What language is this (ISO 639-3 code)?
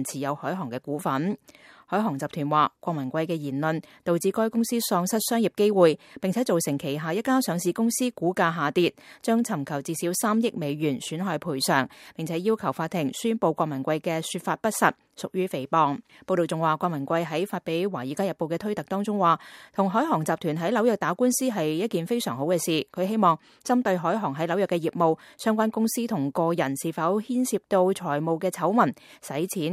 yue